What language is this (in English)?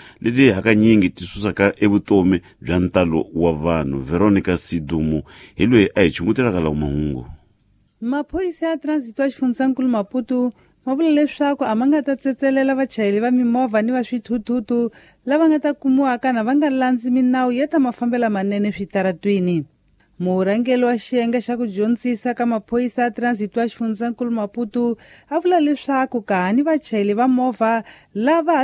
Tsonga